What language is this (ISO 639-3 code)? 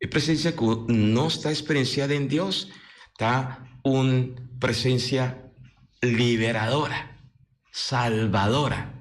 pap